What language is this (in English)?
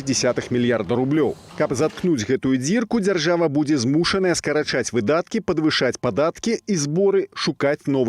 Belarusian